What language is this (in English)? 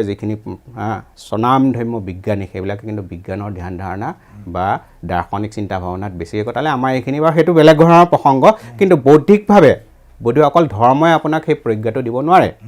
Assamese